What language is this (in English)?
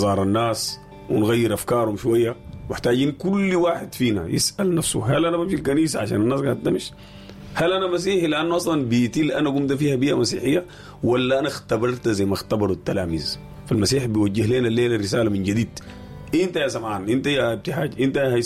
Sudanese Arabic